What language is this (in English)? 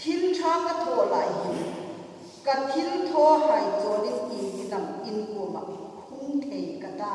Hmar